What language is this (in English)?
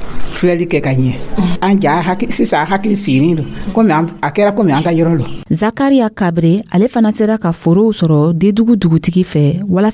Dyula